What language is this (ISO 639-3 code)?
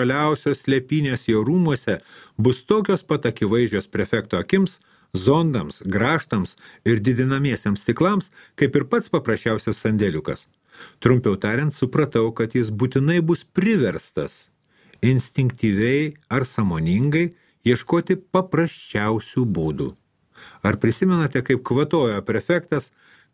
lit